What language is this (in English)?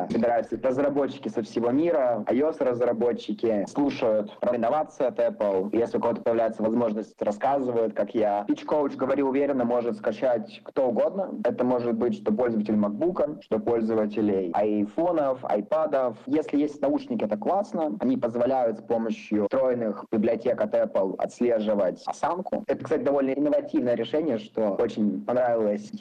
Russian